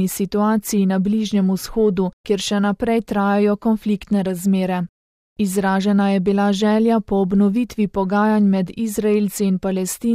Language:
Slovenian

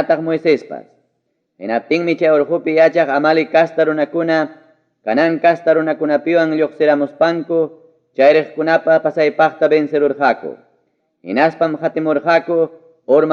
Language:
Ayacucho Quechua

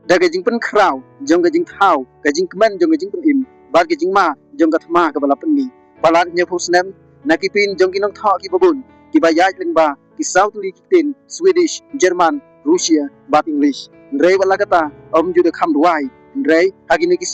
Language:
Khasi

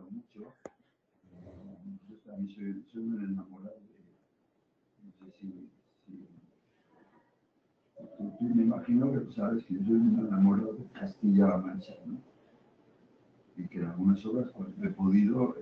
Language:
Spanish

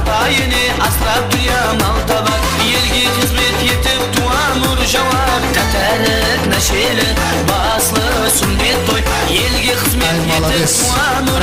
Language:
Kara-Kalpak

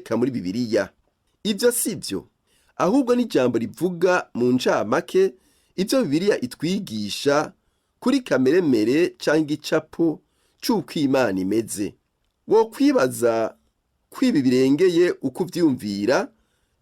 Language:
Rundi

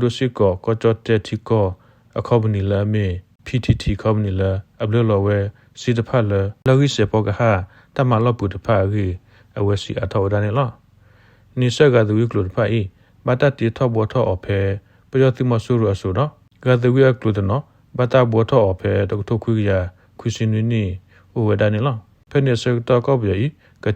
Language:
S'gaw Karen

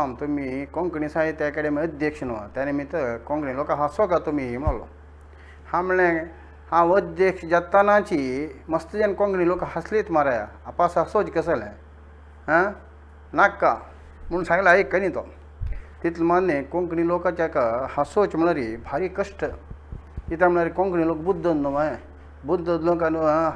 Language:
Konkani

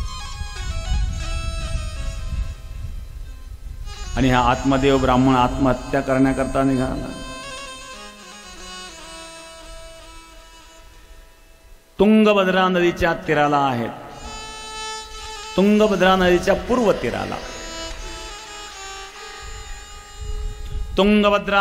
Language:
Marathi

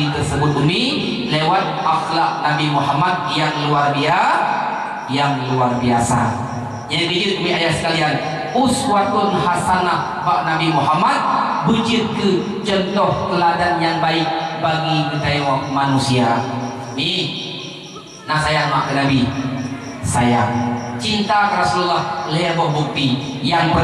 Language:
Achinese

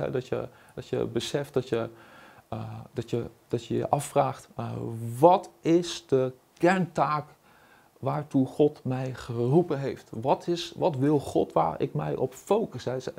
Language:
Dutch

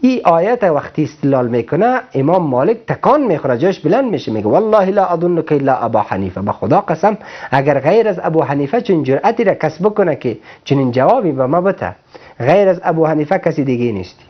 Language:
Persian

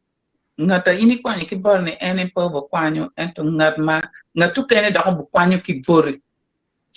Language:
Acoli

